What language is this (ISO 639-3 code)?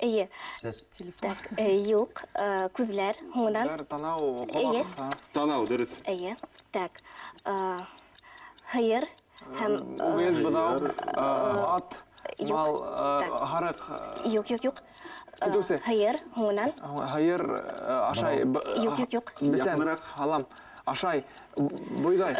bak